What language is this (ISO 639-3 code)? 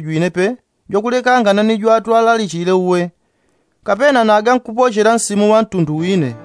yao